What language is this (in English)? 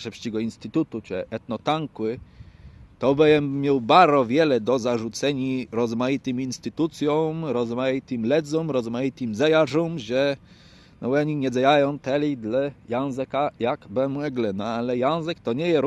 Kashubian